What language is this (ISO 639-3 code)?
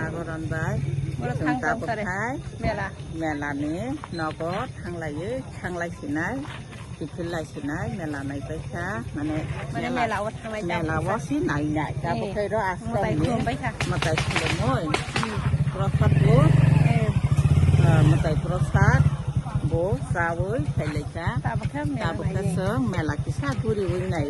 trp